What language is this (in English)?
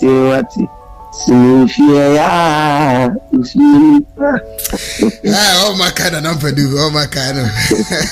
Akan